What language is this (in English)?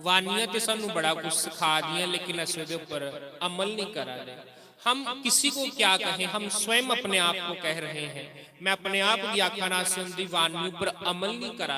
Dogri